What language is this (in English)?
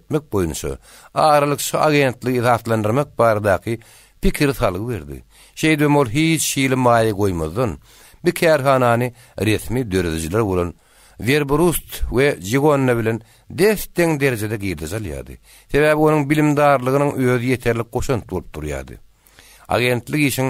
Turkmen